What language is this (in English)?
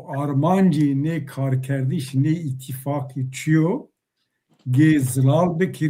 Zaza